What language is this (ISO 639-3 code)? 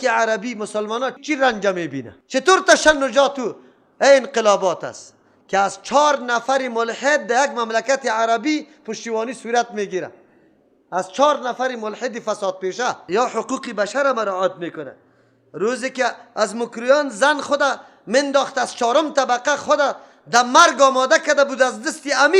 fas